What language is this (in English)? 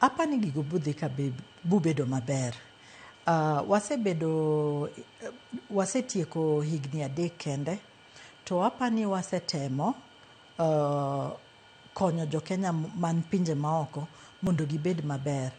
Luo (Kenya and Tanzania)